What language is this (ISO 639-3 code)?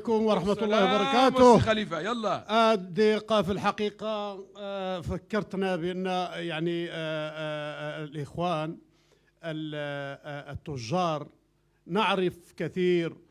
ary